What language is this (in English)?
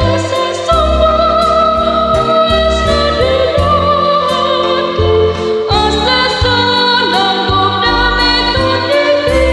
Batak Toba